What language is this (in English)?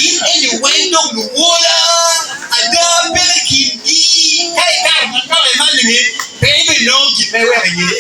Acoli